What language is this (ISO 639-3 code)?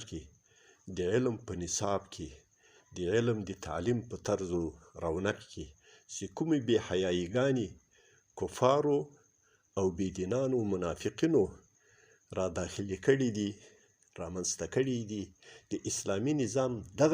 pus